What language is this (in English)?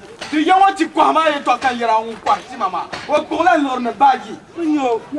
Dagbani